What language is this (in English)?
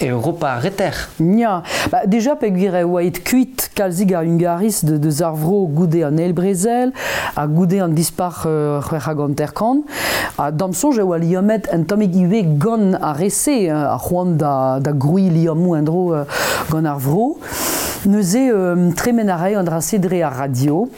Breton